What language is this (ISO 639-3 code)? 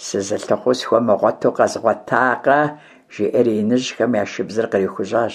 kbd